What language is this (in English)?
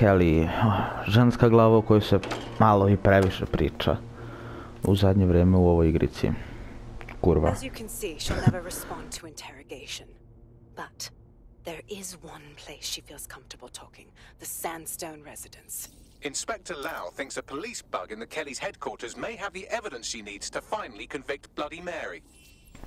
Croatian